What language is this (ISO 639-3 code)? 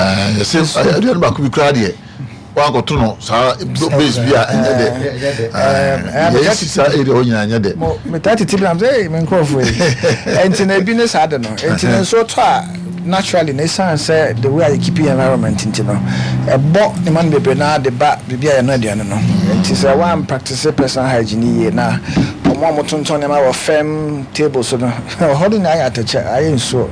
aka